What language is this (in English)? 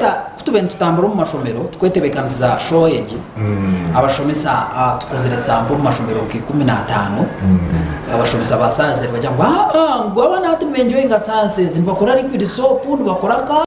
Nyankole